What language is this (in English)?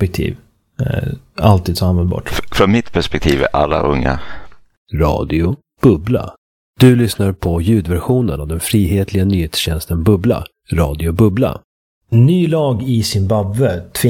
Swedish